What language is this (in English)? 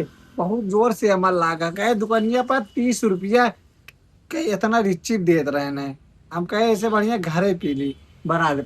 Awadhi